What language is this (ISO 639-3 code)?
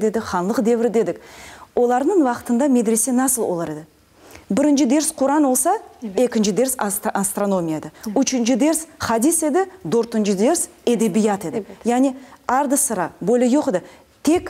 crh